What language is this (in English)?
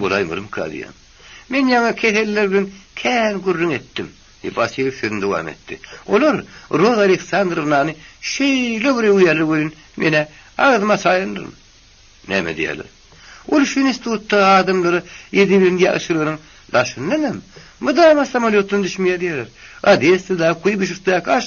Turkmen